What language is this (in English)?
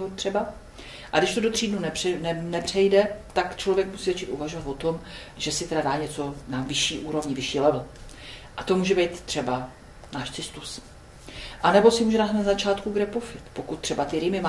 Czech